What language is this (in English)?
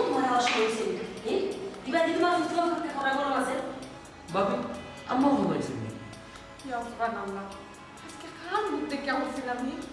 Sylheti